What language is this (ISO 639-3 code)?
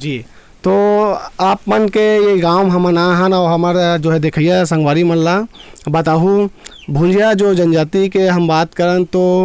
hne